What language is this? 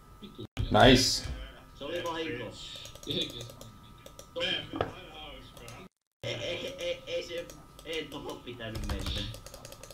Finnish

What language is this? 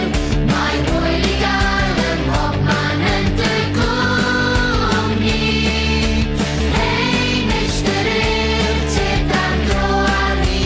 Welsh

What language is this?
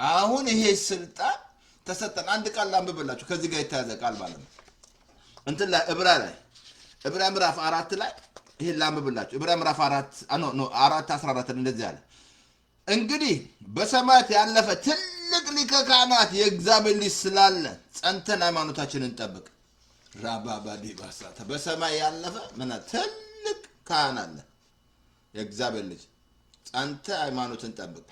Amharic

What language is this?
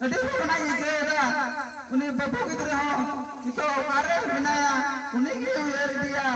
Santali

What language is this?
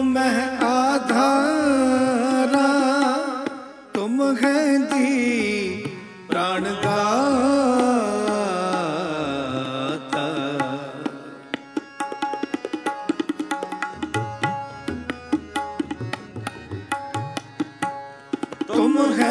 Punjabi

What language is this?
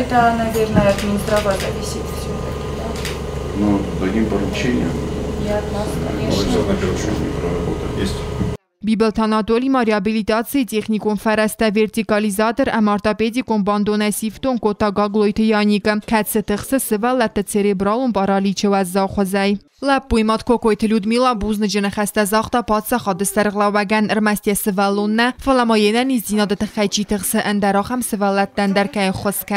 Ossetic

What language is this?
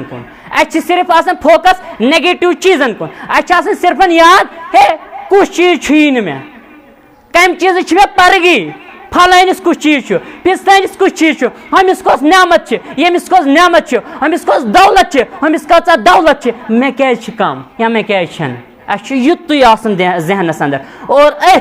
Kashmiri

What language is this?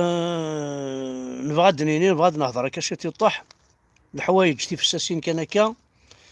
Kabyle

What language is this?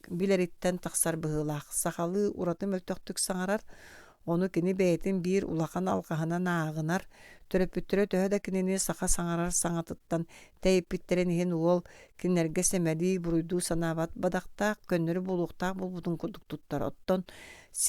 Yakut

